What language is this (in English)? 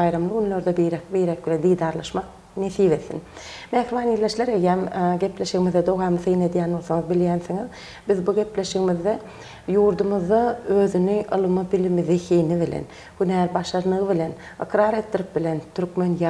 Turkmen